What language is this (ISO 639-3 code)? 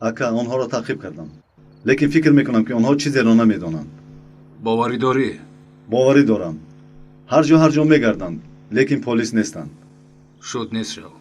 tgk